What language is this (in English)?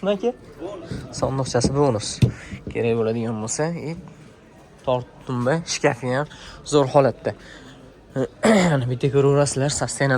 Uzbek